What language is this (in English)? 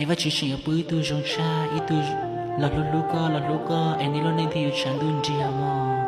Hmong